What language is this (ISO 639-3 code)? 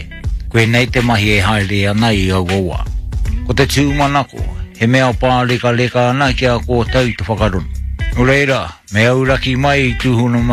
mri